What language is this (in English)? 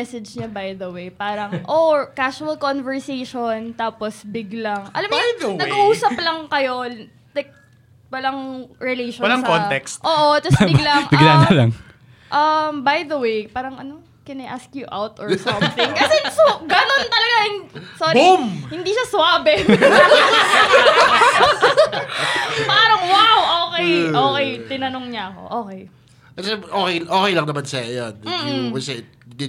Filipino